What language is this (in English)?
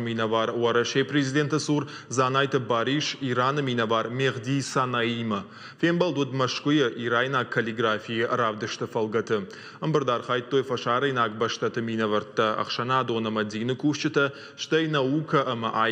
Ossetic